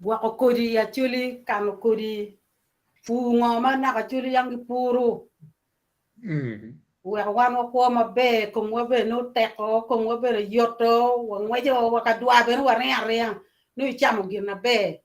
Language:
Acoli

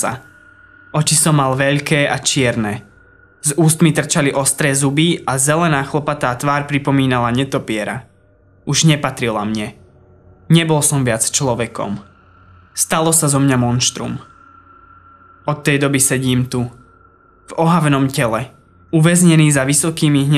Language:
Slovak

